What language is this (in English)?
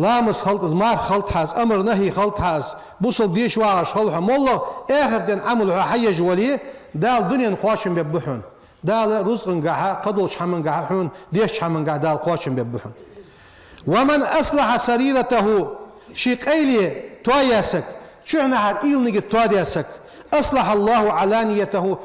Ingush